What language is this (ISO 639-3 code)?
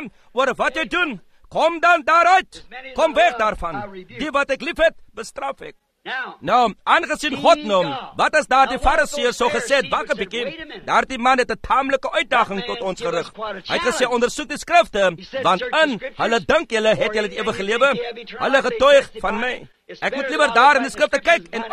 afr